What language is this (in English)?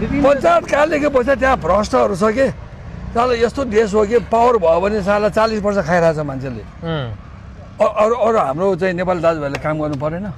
Nepali